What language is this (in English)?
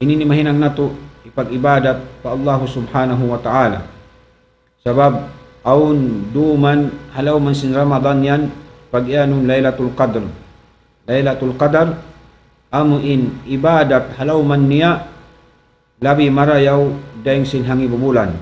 Tausug